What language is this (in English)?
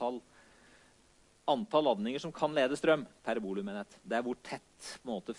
Norwegian